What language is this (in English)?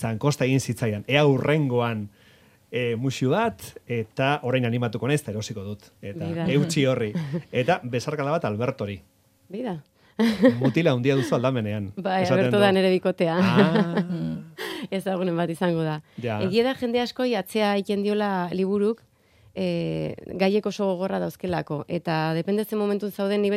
Basque